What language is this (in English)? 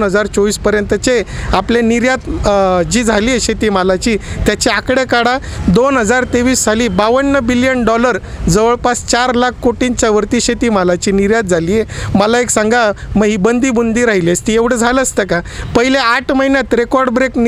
Marathi